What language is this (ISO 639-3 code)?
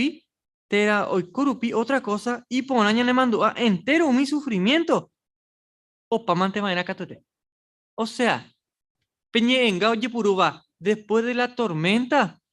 grn